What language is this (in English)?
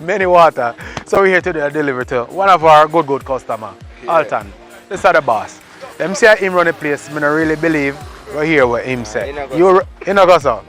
Jamaican Creole English